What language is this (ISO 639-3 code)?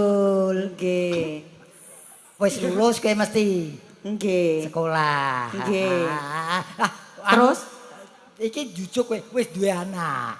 jav